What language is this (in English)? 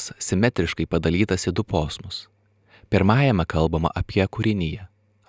Lithuanian